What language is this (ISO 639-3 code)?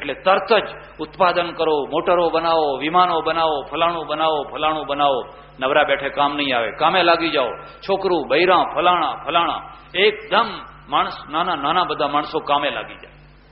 guj